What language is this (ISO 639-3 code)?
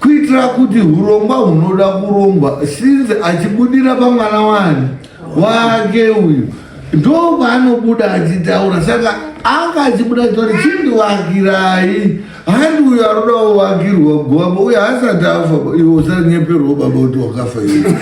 sna